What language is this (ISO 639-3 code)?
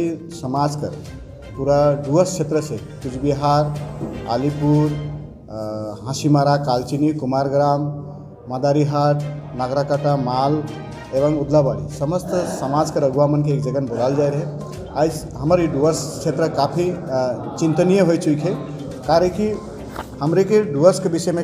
sck